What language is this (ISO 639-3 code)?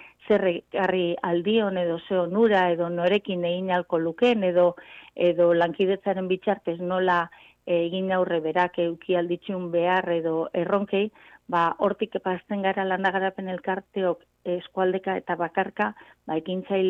eus